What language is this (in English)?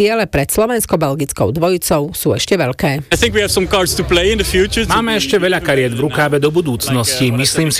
Slovak